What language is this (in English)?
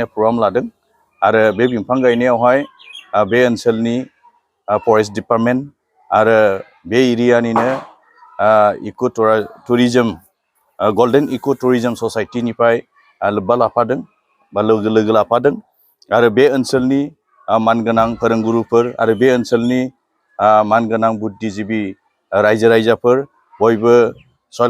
Bodo